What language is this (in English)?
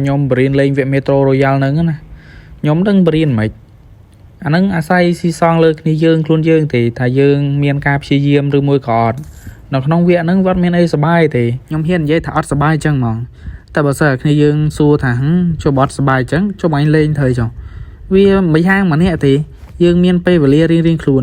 Khmer